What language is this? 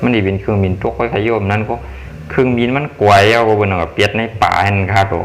Shan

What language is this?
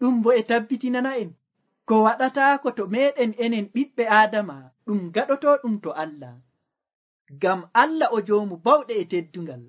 Nigerian Fulfulde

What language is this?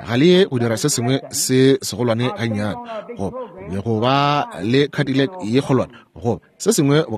Northern Sotho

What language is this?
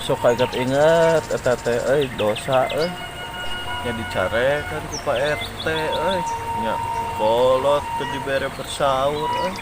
Sundanese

